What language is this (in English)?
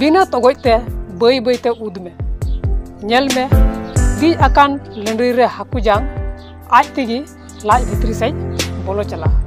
Santali